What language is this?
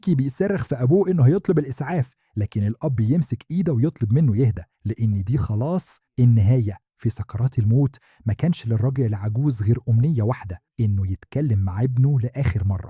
Egyptian Arabic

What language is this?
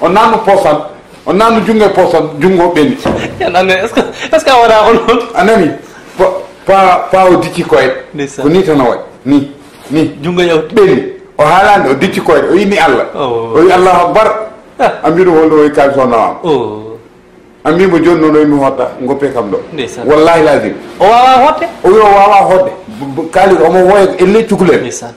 Fula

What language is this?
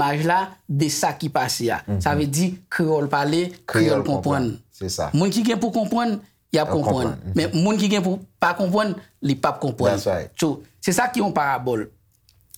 Haitian Creole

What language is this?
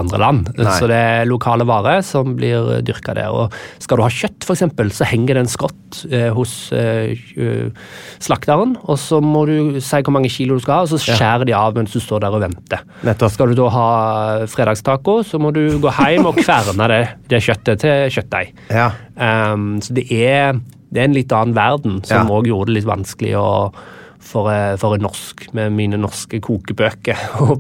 Norwegian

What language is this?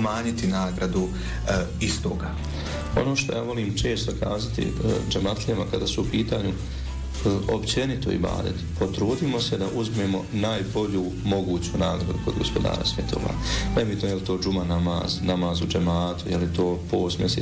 Bosnian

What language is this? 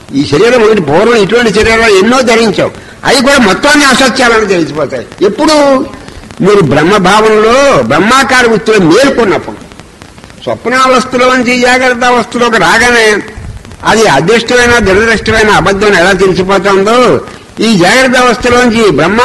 Telugu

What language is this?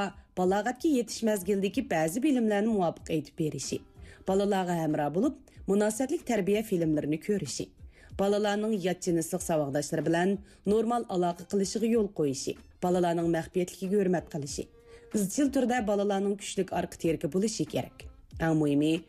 Uyghur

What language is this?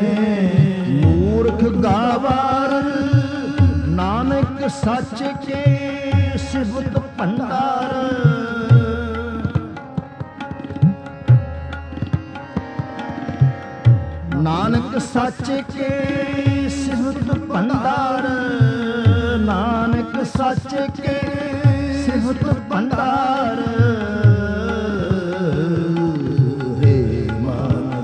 Punjabi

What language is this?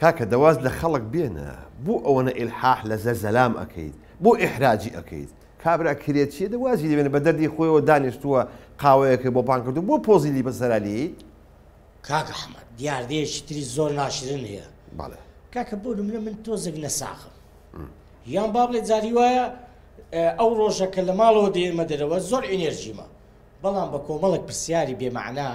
Central Kurdish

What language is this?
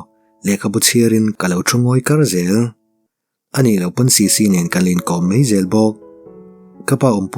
Mizo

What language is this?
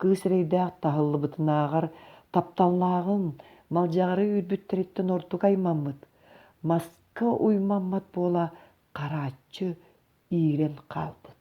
Yakut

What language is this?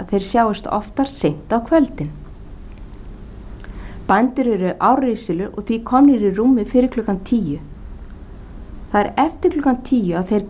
Icelandic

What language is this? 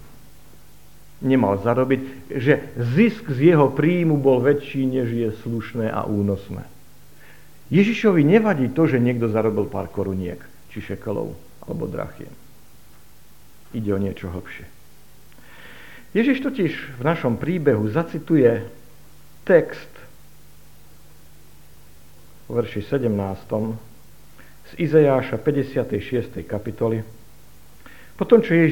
Slovak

